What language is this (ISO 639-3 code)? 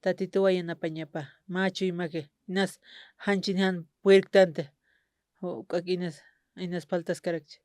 aym